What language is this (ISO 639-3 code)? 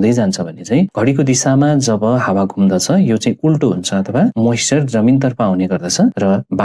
nep